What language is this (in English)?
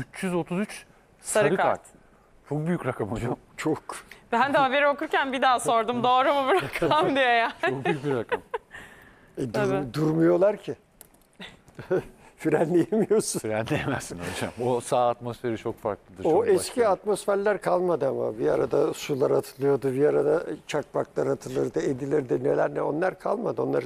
Turkish